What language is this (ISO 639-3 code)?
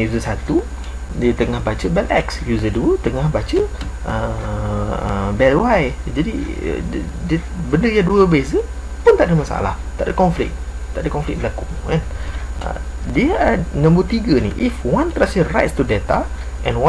msa